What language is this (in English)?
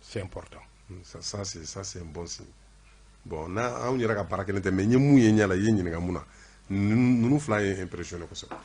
Bambara